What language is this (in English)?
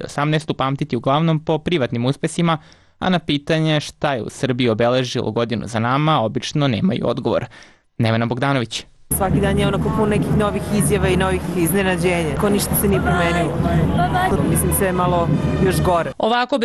Serbian